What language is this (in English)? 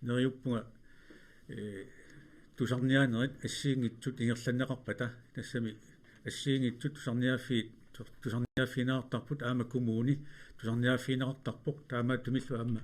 Kalaallisut